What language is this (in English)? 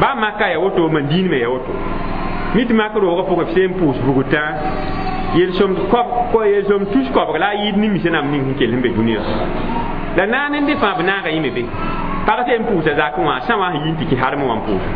Mossi